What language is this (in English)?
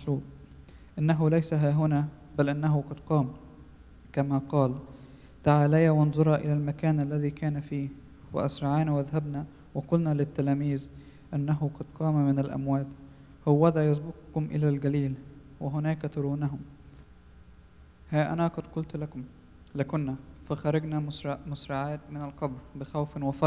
Arabic